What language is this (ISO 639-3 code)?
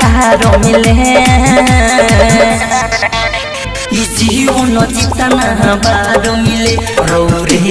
bho